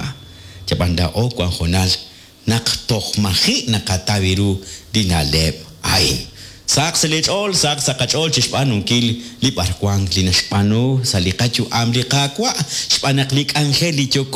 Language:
Kekchí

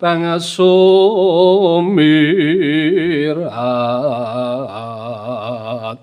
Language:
Javanese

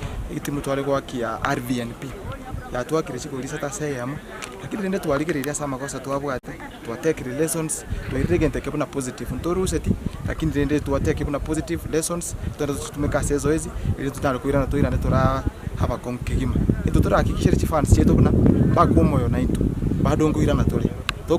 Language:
Gusii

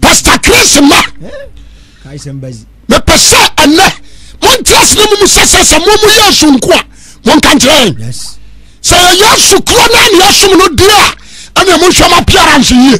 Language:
Akan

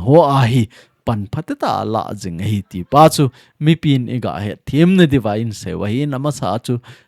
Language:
Thado Chin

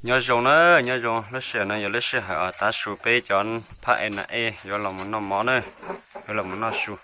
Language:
Hmong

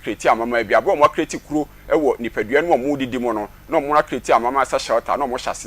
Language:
Akan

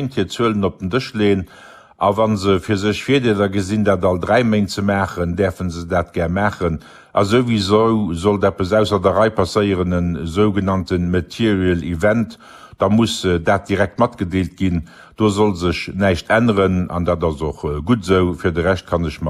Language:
Luxembourgish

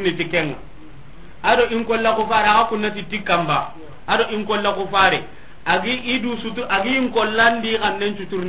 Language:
Soninke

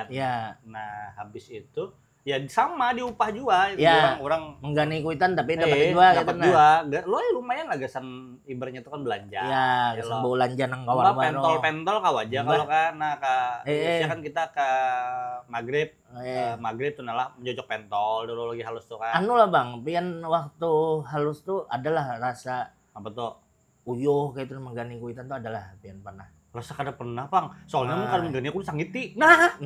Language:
Banjar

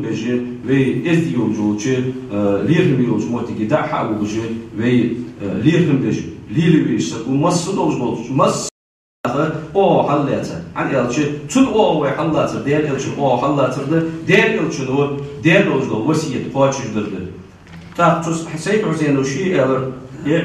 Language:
Ingush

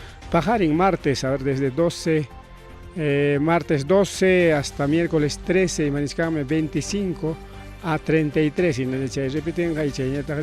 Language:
Ayacucho Quechua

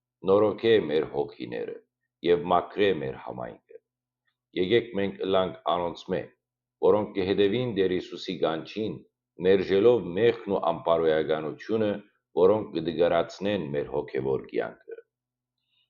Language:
Western Armenian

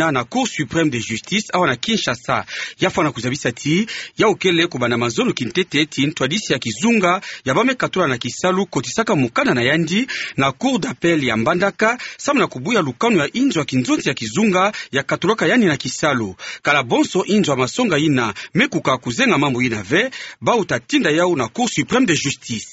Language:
Kituba (Democratic Republic of Congo)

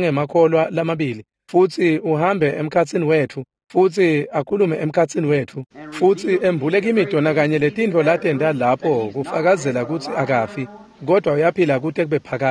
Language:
Swati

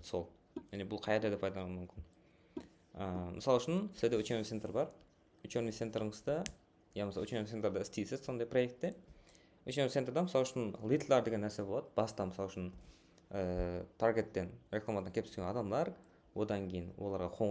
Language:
Kara-Kalpak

